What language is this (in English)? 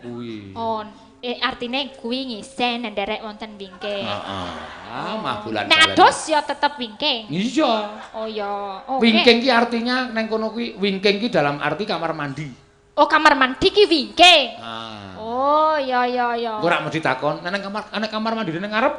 Javanese